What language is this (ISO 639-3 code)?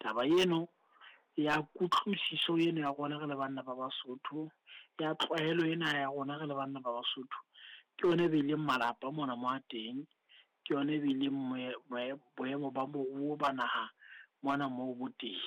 sot